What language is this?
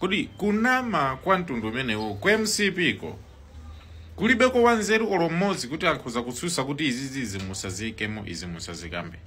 Nyanja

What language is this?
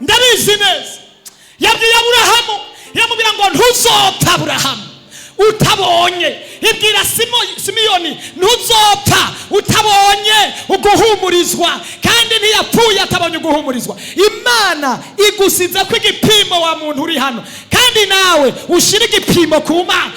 Rundi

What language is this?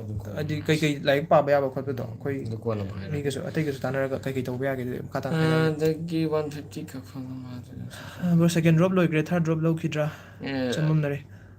Manipuri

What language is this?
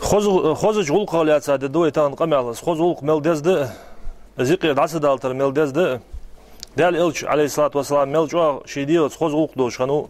Ingush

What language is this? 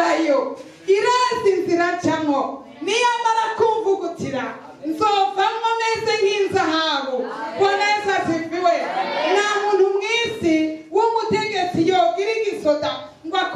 Rundi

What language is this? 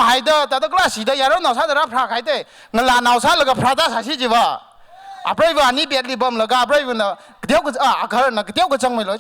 Tangkhul Naga (India)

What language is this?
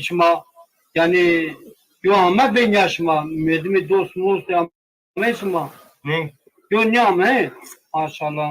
Zaza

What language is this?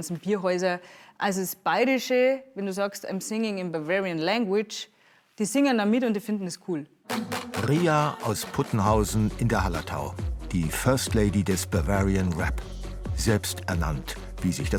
Bavarian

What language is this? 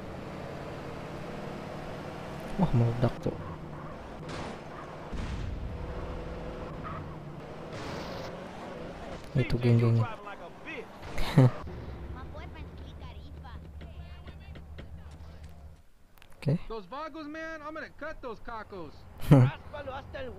Indonesian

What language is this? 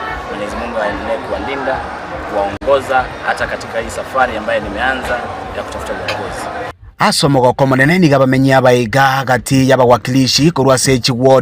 Gusii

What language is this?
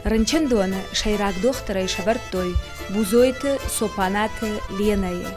Ossetic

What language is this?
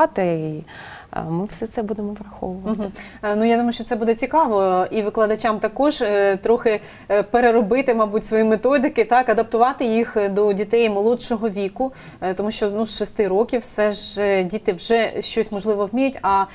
Ukrainian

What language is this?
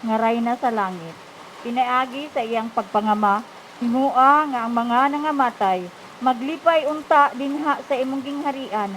Cebuano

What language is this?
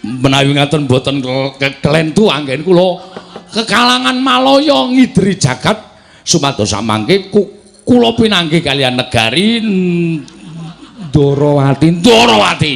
Javanese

